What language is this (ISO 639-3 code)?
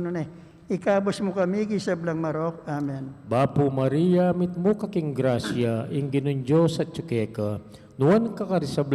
pam